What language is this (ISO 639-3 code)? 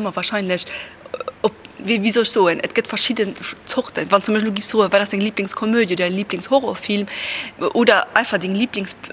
ltz